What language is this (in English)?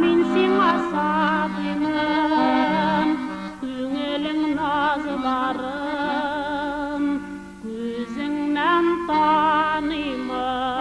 Bashkir